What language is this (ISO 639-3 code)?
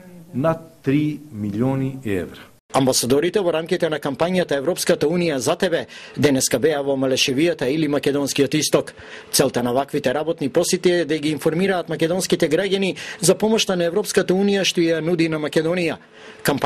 mkd